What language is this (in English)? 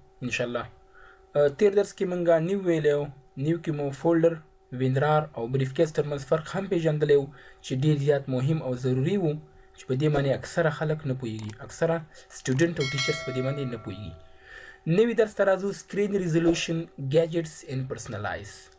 Pashto